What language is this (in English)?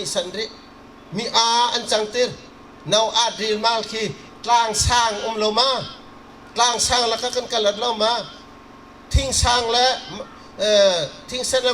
Bawm Chin